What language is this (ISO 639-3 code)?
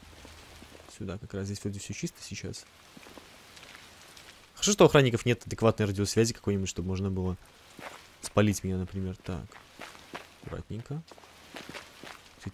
rus